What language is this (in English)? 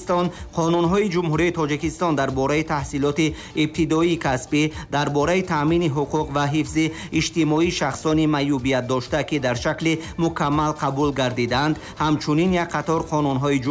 Tajik